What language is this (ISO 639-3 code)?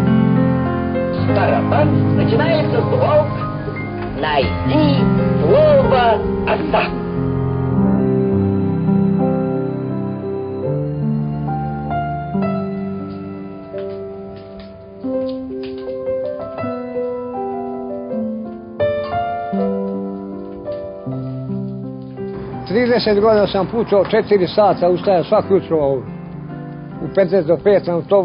srp